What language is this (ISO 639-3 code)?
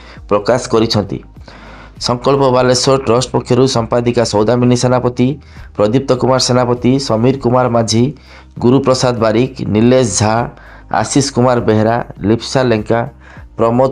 ori